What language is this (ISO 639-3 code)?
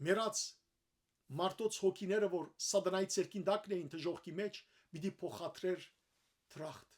hyw